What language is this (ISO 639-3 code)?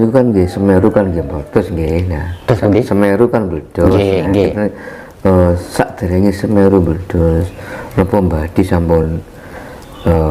jav